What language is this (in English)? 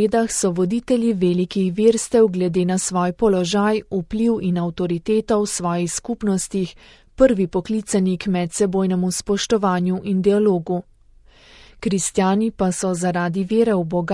Slovenian